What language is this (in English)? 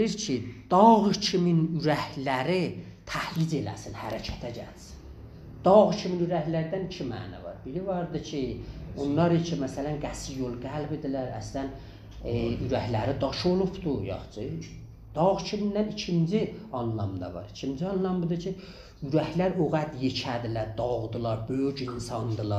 South Azerbaijani